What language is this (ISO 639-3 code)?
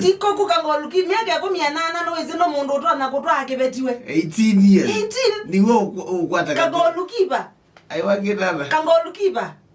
kam